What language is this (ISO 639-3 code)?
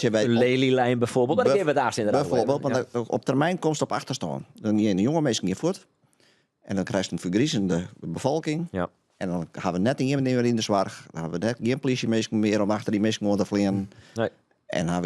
fry